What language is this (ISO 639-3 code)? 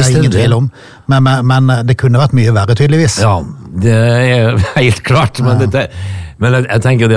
nor